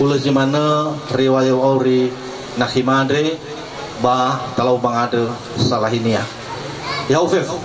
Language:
Nias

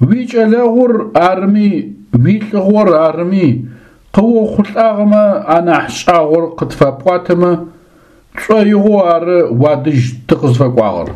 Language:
Adyghe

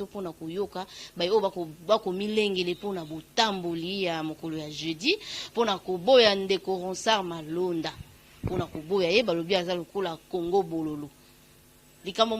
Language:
Lingala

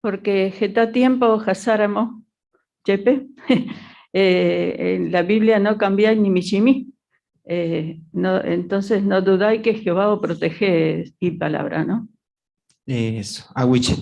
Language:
Guarani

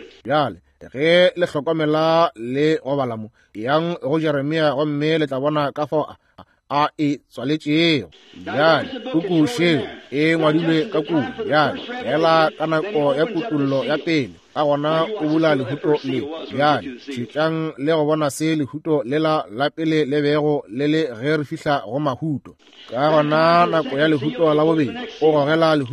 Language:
Northern Sotho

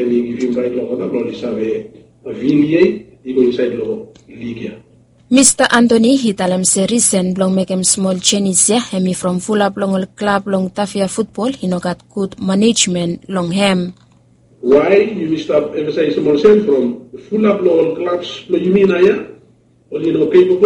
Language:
Bislama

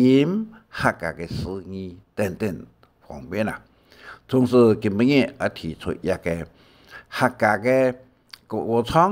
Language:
Hakka Chinese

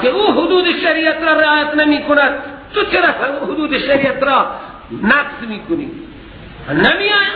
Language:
Persian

